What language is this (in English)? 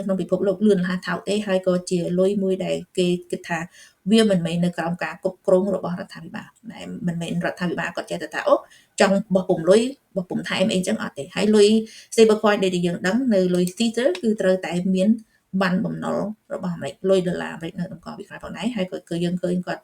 Khmer